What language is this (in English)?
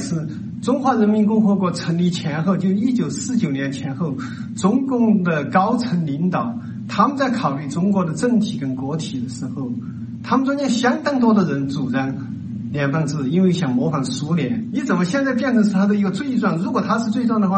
Chinese